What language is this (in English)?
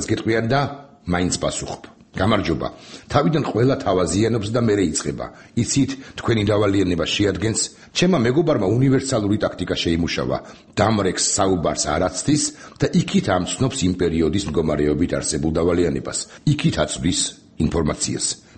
Georgian